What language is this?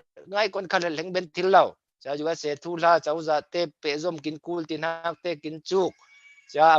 Falam Chin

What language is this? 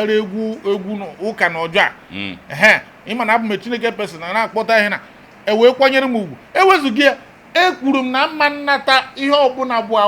Igbo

